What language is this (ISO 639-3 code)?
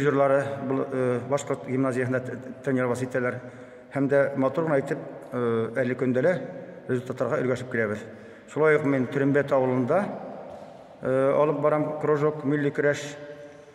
bak